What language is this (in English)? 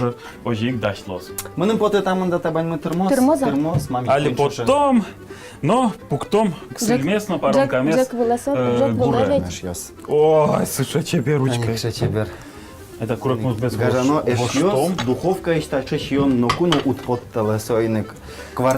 Udmurt